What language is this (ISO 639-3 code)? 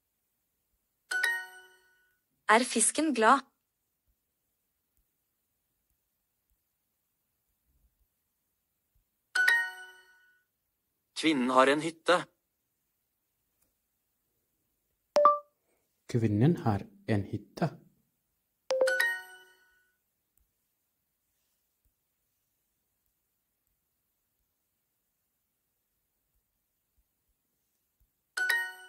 nor